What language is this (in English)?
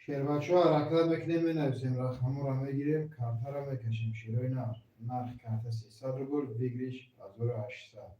Tajik